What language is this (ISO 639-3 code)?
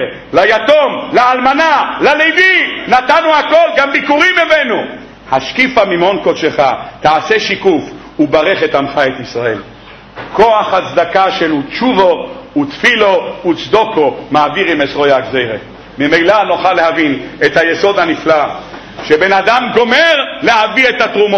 heb